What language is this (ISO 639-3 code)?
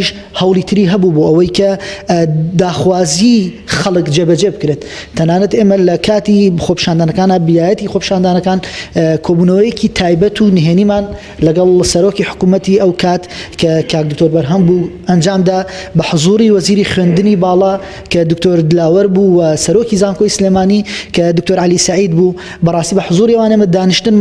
ckb